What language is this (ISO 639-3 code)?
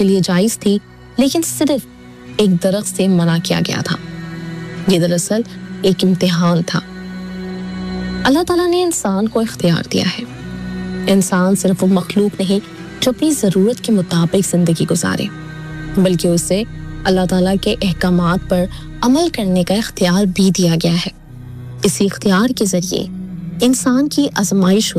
urd